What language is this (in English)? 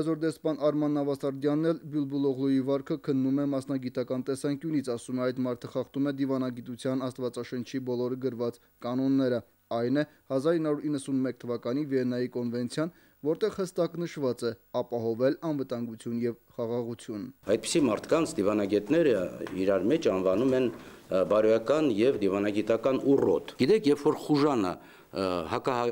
Armenian